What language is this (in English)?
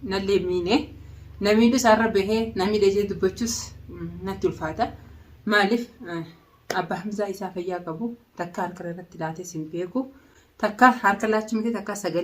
Oromo